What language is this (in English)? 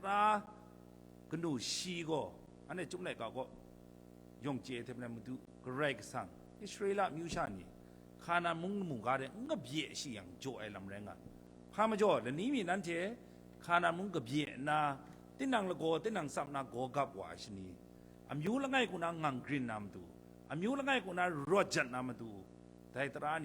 Kachin